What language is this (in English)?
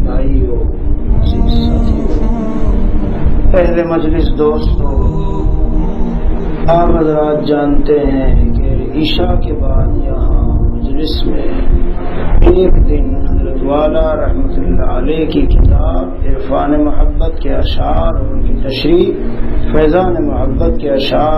Urdu